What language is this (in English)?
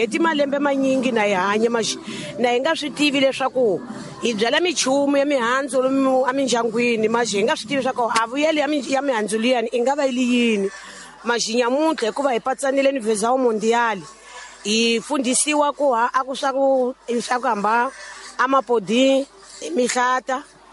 Tsonga